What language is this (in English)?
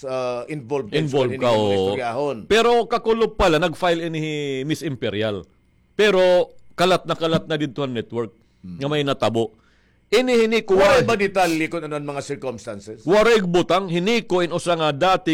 Waray